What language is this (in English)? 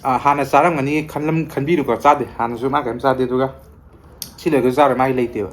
Manipuri